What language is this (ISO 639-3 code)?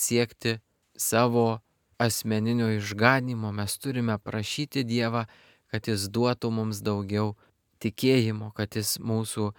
lit